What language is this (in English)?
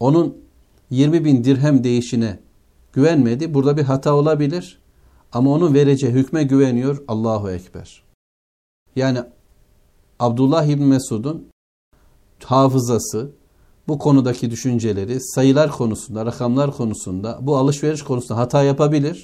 Turkish